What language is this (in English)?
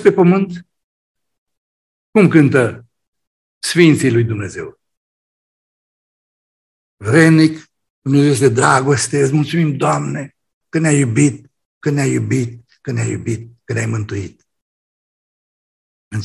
Romanian